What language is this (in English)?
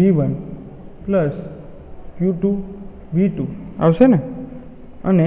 Gujarati